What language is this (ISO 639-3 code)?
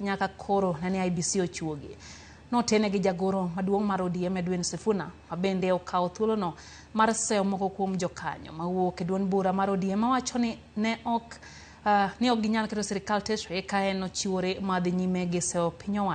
luo